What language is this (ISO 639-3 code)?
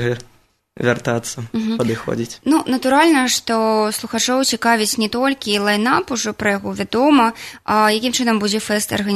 bel